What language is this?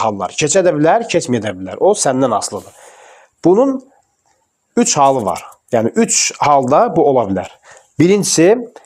Azerbaijani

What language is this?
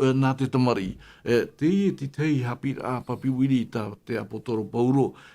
Tahitian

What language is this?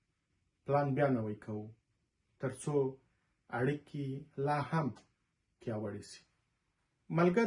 Pashto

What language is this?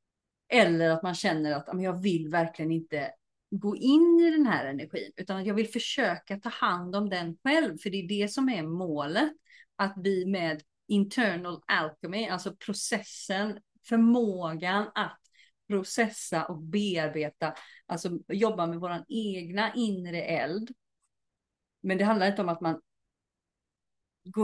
Swedish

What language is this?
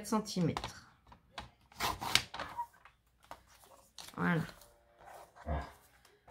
French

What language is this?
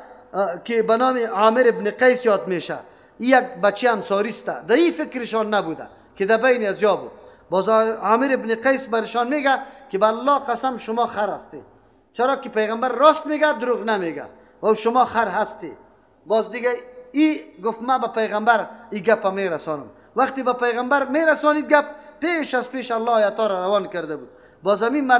Persian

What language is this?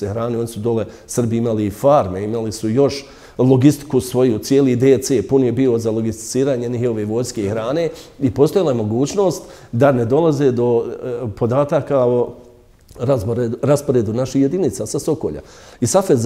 Bosnian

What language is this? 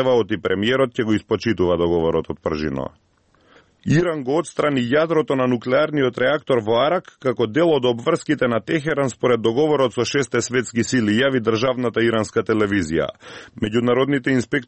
Macedonian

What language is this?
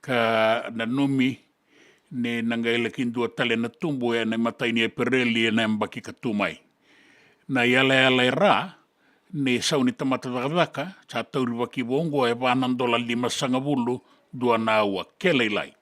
Fijian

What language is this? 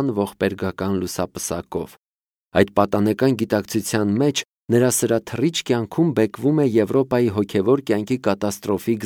Armenian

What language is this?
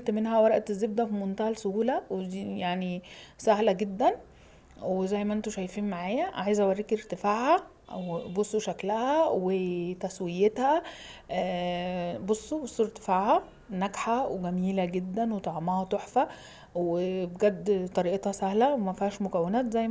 Egyptian Arabic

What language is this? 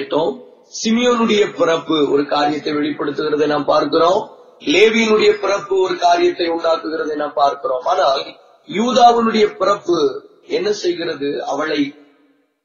Tamil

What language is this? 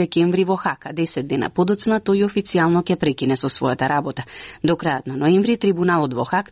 Macedonian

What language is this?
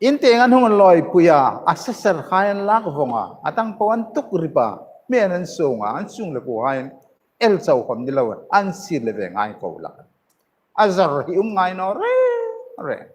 Hmar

